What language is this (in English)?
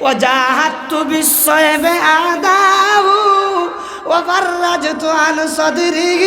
Sylheti